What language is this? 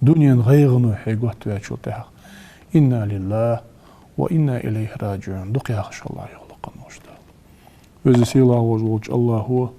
Ingush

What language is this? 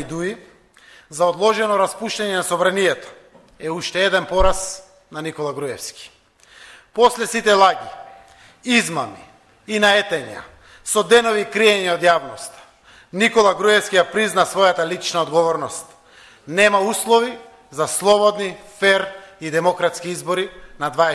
Macedonian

